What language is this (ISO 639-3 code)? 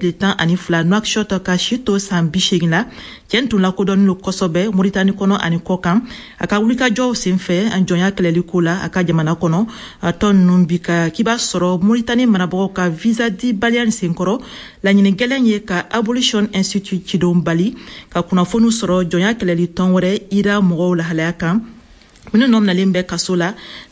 bam